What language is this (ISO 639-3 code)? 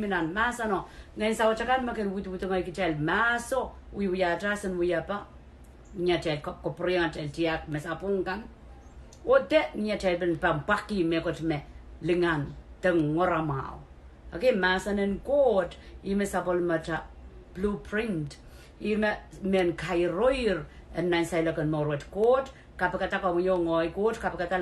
pon